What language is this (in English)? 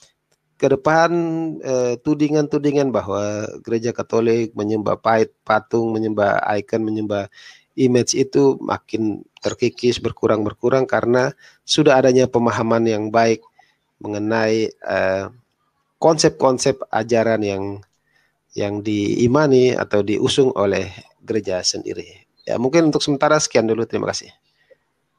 Indonesian